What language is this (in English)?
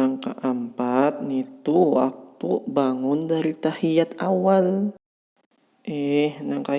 Banjar